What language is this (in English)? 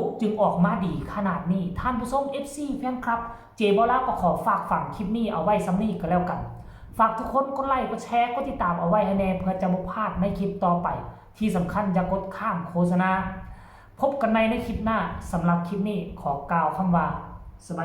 Northeastern Thai